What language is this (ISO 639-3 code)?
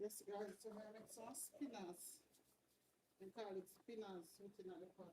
jam